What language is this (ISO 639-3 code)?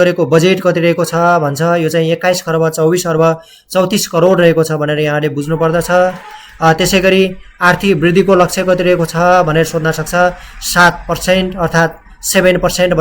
nep